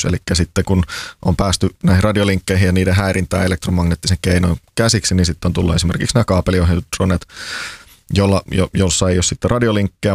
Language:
Finnish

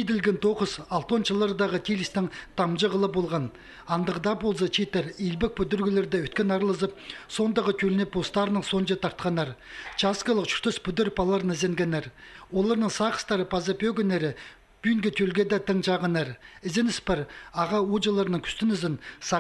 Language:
Khakas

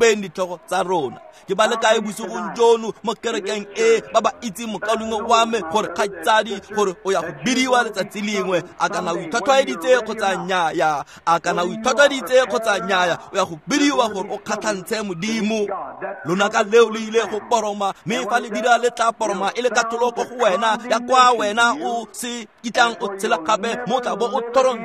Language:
Tswana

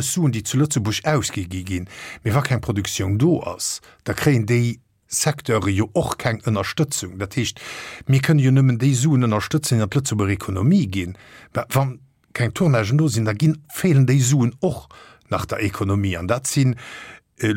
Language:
Luxembourgish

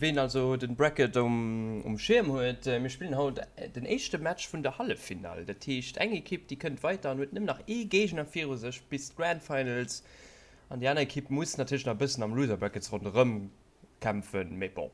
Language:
Luxembourgish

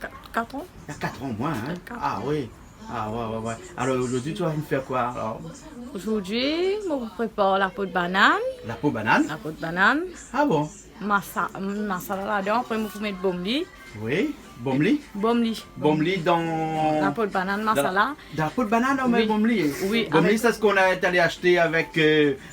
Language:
Réunion Creole French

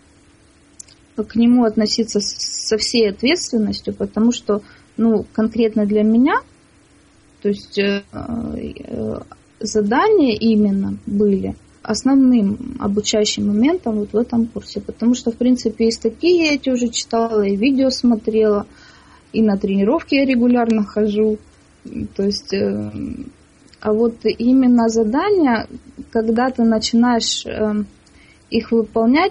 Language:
Russian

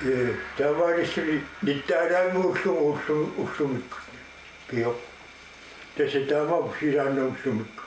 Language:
Kalaallisut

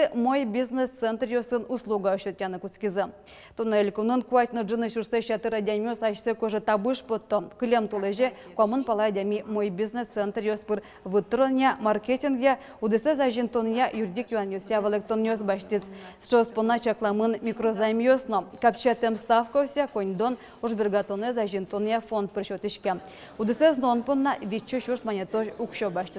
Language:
Udmurt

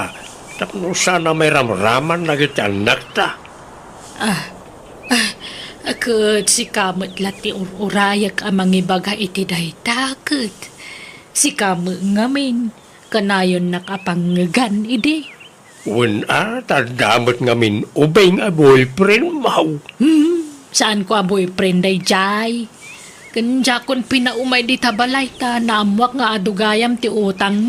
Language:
Iloko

